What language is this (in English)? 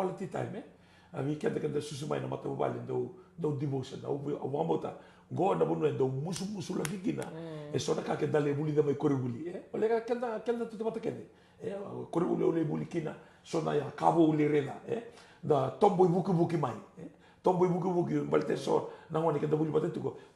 Fijian